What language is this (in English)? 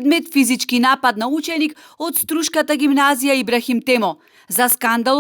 Macedonian